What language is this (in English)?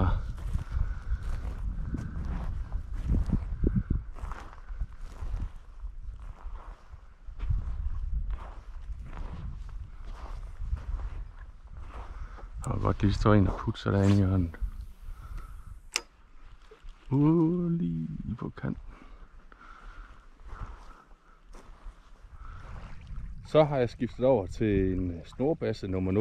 Danish